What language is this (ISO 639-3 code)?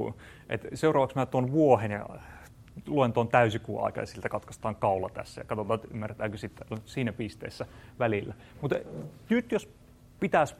fin